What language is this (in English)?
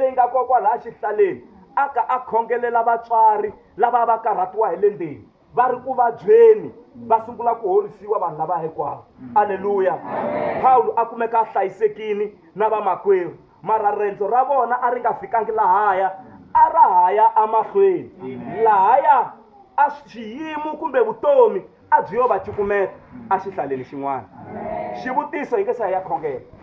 Tsonga